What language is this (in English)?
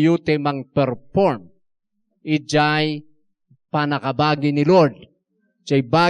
Iloko